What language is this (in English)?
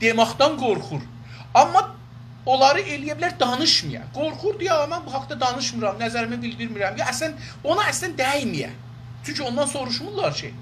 South Azerbaijani